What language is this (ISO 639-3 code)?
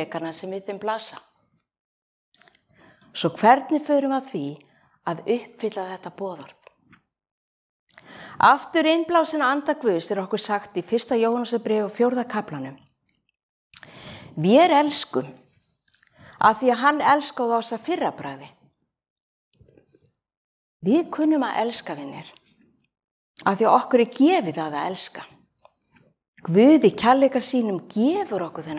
isl